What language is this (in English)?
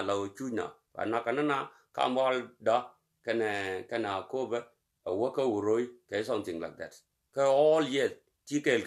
Nuer